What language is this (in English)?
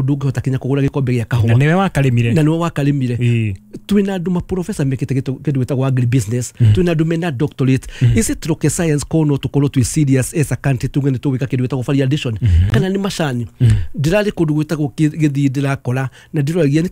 Kikuyu